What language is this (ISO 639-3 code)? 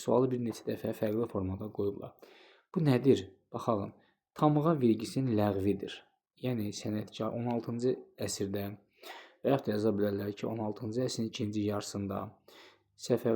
aze